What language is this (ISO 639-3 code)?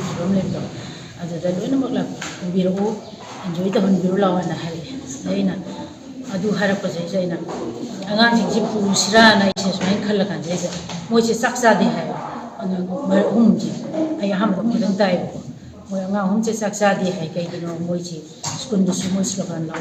mni